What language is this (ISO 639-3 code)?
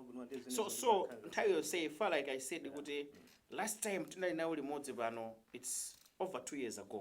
nya